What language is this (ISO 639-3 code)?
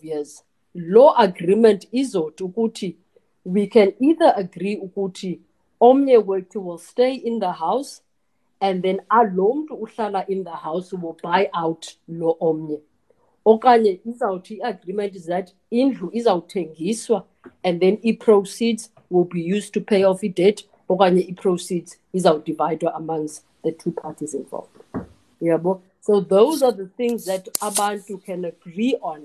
xho